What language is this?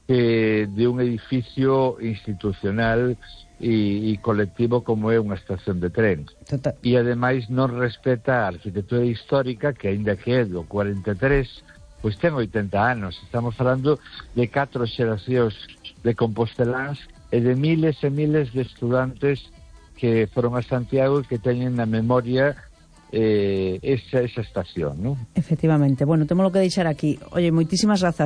Galician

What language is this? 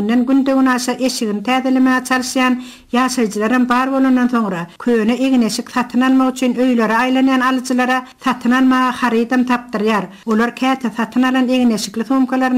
Turkmen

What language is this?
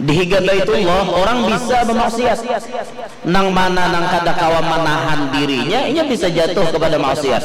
Banjar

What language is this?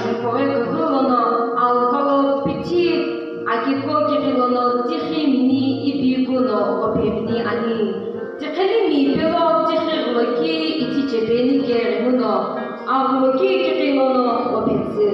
Sumi Naga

